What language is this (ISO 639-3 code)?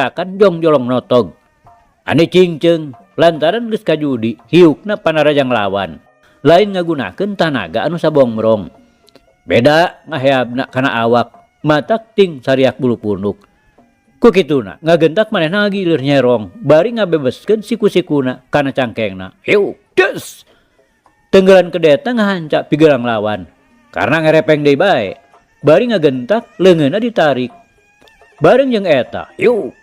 sun